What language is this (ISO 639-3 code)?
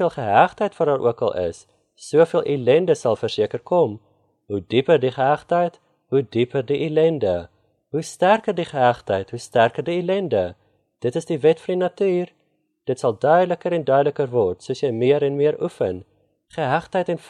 afr